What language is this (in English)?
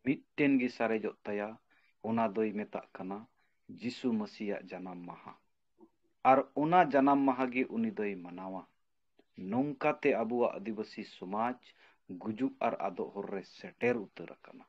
Santali